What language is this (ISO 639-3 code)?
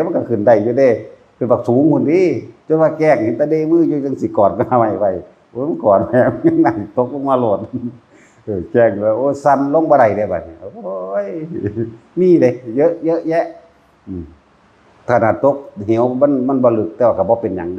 tts